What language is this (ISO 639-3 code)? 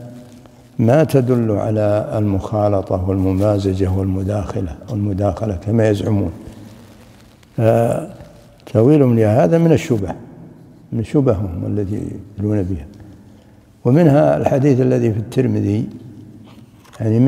ara